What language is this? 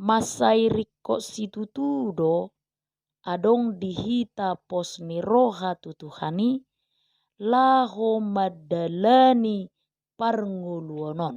Batak Toba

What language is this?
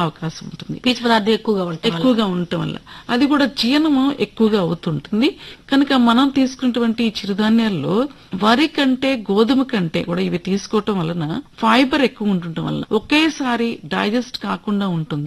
Telugu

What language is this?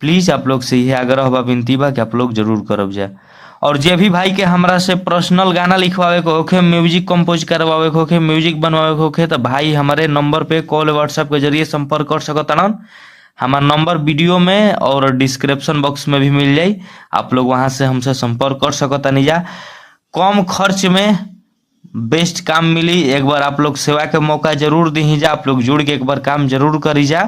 Bhojpuri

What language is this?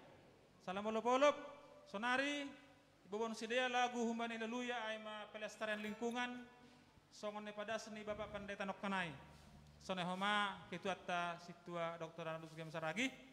Batak Simalungun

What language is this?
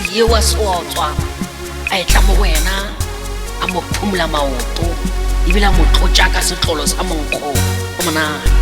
Northern Sotho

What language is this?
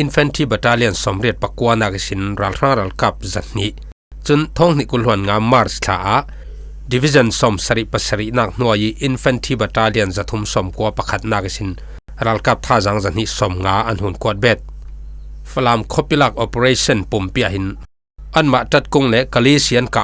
Falam Chin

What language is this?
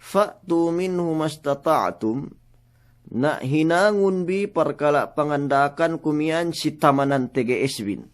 Yakan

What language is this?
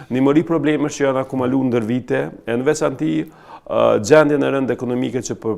Albanian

